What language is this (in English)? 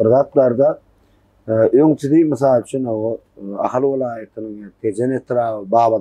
Turkmen